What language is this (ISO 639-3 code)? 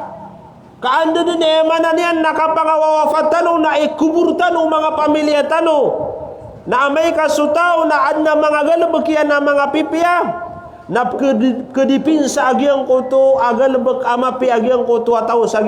mrw